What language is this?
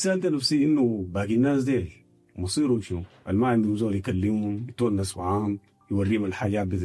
Sudanese Arabic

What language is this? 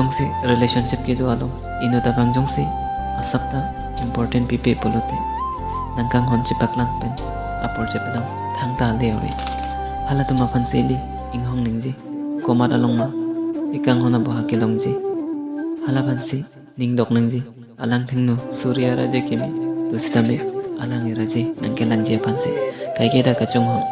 Karbi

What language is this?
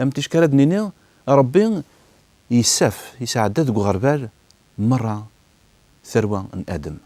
Kabyle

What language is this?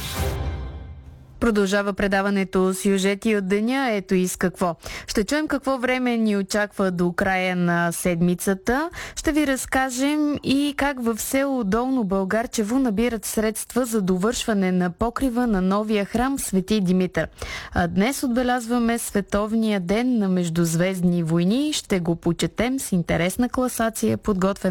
Bulgarian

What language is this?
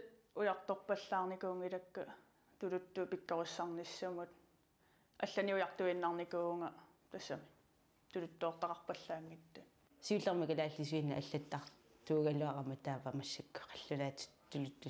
Kalaallisut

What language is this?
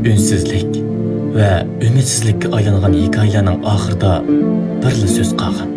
Uyghur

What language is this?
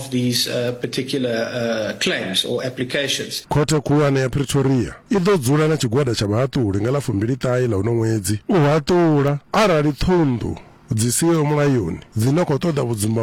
Venda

